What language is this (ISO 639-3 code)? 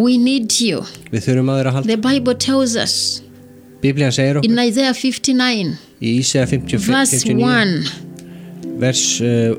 isl